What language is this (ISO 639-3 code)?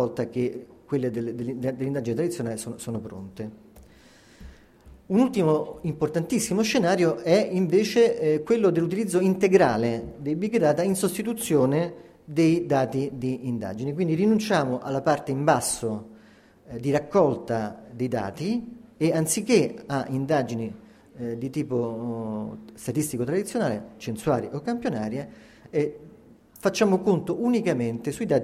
ita